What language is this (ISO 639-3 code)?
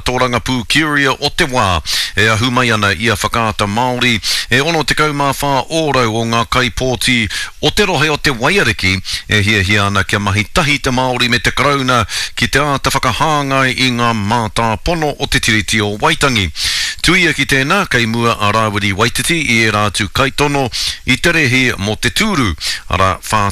mri